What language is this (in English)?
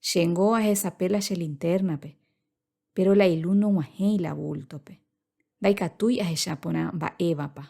Guarani